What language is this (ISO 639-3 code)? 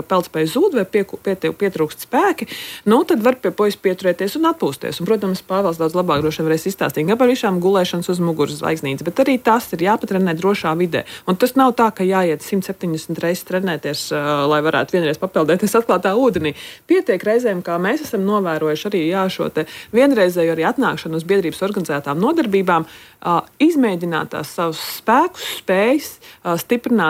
lav